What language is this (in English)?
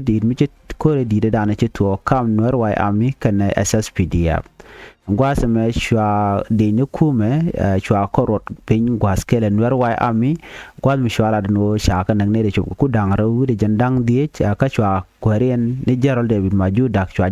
Nuer